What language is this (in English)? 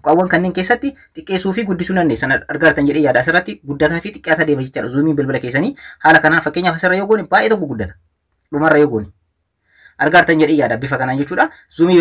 Oromo